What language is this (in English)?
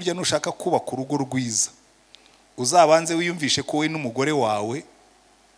Kinyarwanda